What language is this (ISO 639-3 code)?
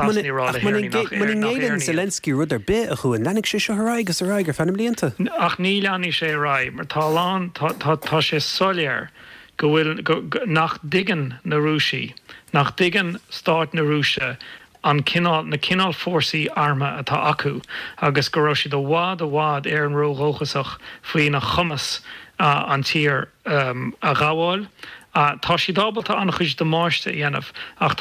gle